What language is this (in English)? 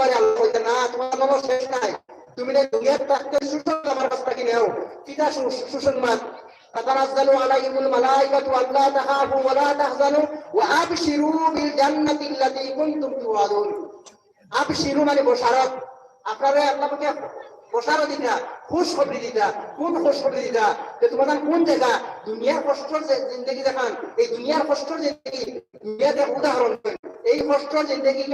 Sylheti